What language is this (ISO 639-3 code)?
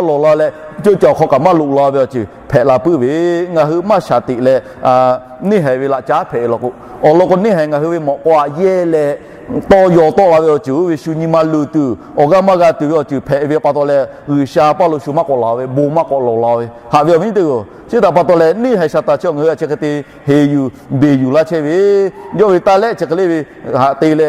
lhu